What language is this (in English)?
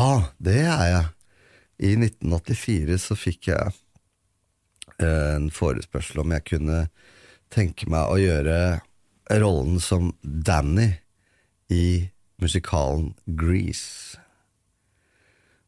Norwegian